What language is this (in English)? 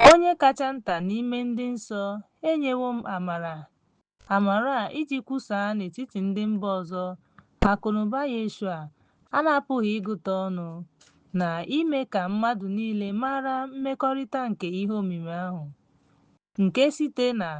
Igbo